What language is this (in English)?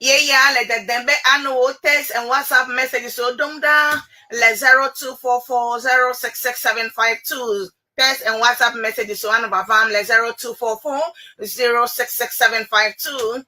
Ewe